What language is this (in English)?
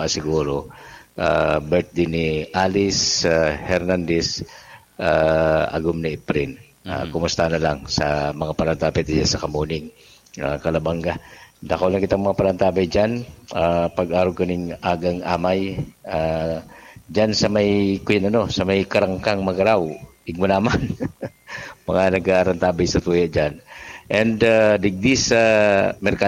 Bikol